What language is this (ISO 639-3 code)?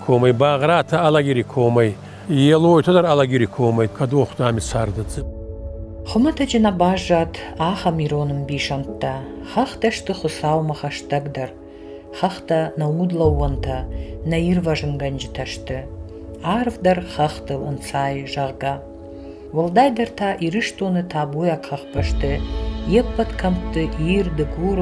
oss